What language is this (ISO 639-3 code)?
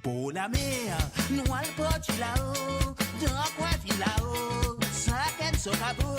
mfe